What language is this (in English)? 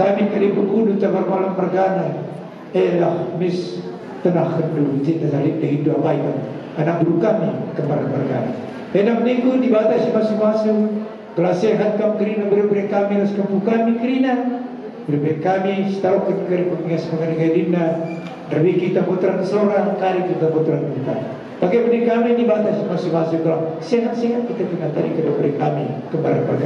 Batak Karo